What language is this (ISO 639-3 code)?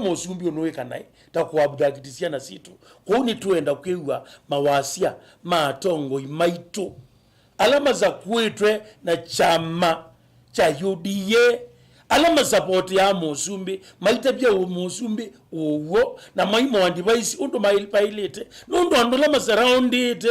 kam